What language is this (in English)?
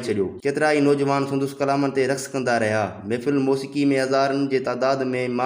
Sindhi